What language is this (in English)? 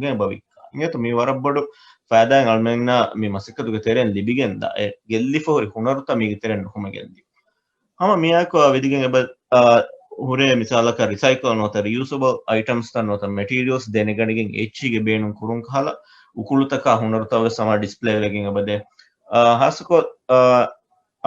Divehi